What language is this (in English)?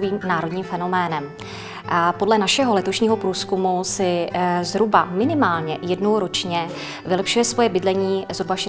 Czech